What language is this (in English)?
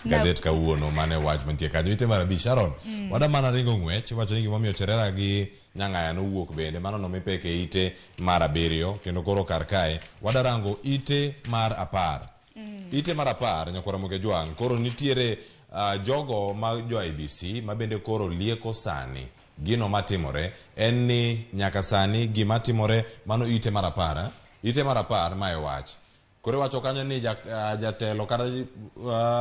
Luo (Kenya and Tanzania)